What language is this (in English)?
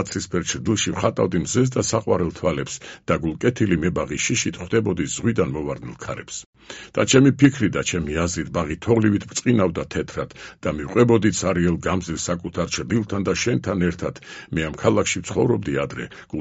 Georgian